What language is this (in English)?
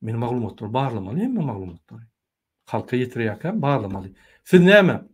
Turkmen